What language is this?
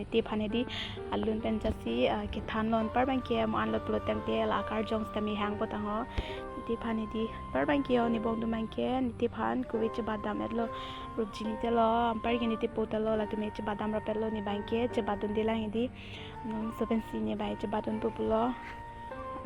Karbi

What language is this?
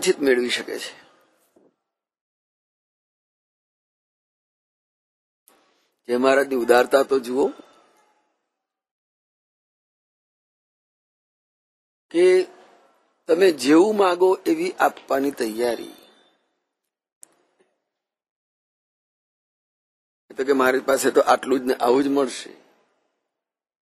Gujarati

